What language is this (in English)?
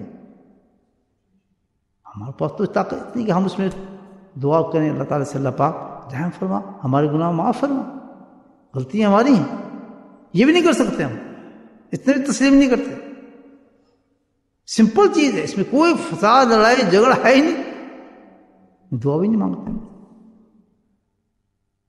Urdu